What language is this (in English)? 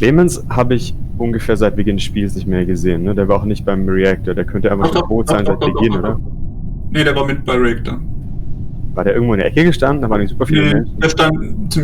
Swiss German